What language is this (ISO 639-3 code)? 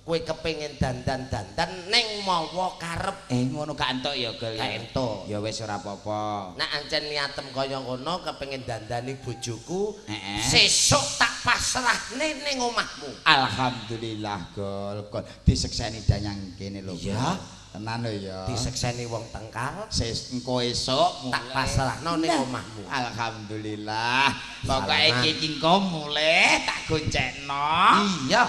jav